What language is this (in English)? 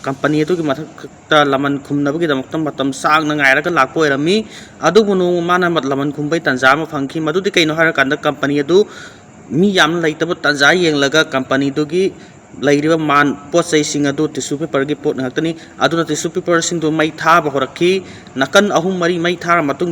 Manipuri